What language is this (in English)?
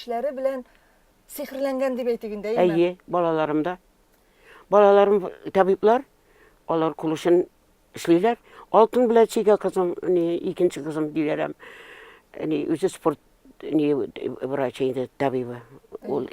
Tatar